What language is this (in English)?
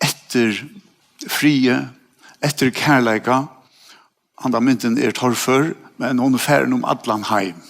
Faroese